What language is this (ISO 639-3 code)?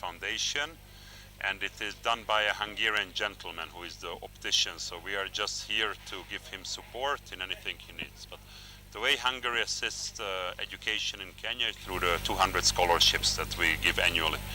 kam